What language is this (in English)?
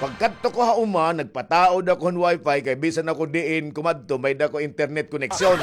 Waray